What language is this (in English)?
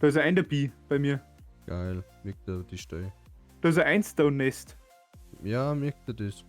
Bavarian